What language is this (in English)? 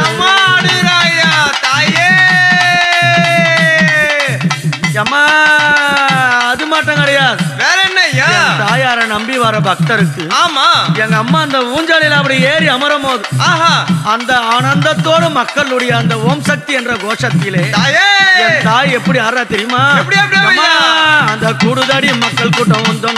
Tamil